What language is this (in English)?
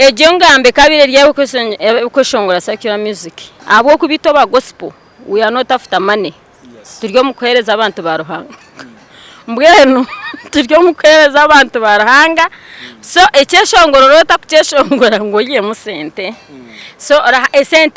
Nyankole